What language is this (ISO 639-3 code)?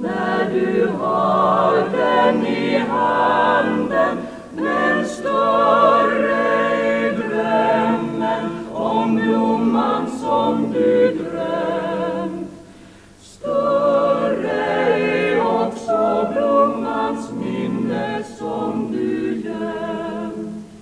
swe